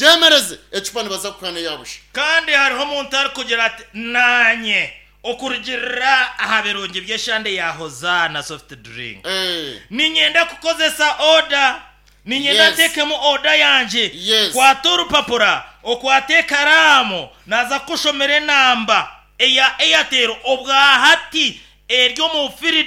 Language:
Nyankole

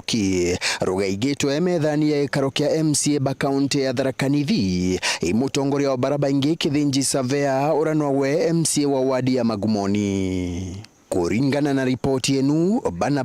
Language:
Meru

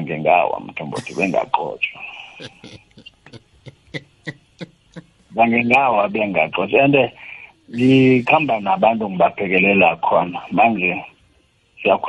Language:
South Ndebele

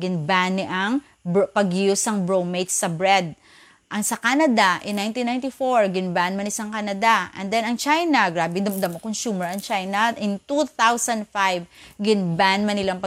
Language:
Hiligaynon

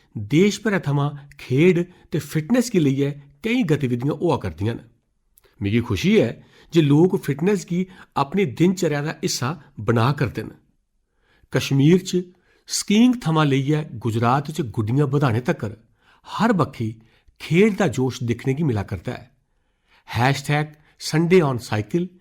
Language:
Dogri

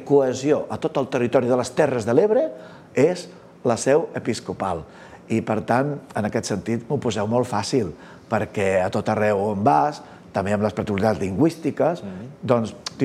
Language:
Catalan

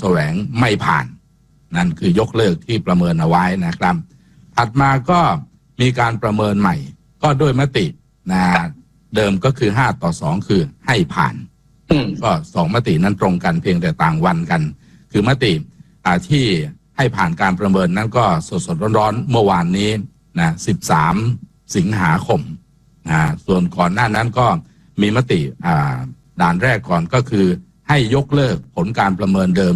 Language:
Thai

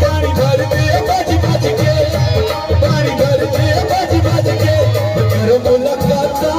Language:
Pahari-Potwari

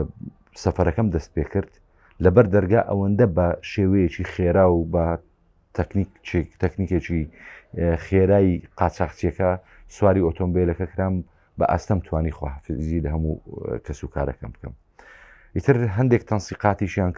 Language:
Central Kurdish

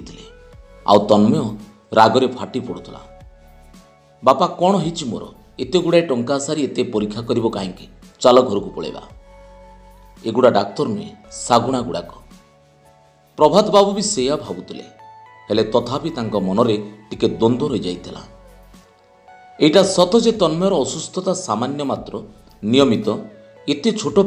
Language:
Odia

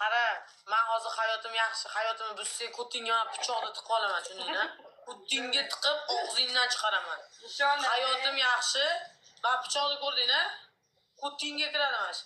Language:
Uzbek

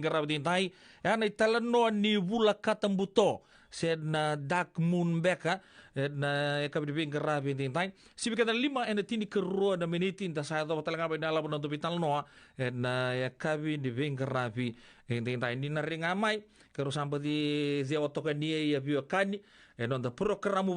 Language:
Fijian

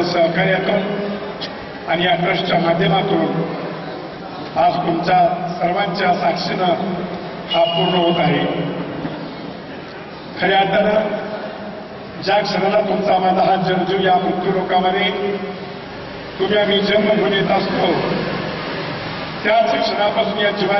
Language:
Marathi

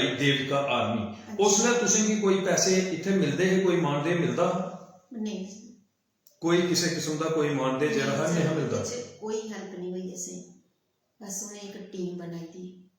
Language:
Dogri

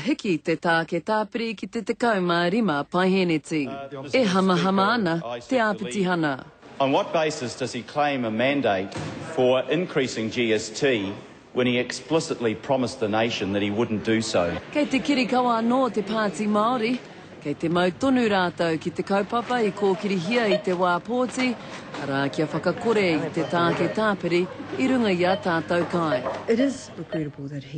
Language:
Māori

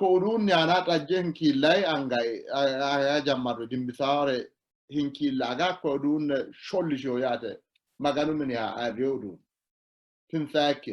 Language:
Sidamo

